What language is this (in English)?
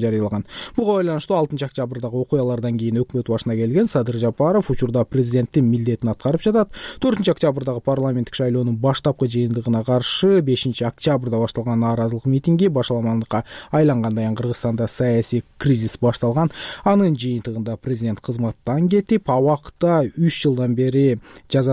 Kyrgyz